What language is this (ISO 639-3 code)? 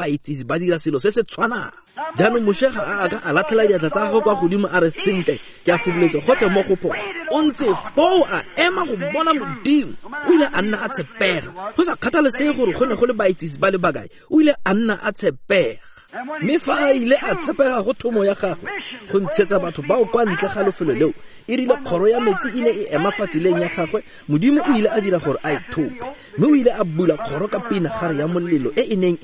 tsn